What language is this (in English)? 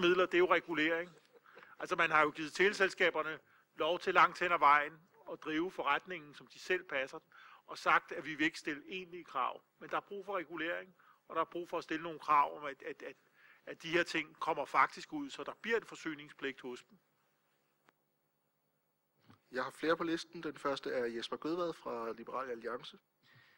Danish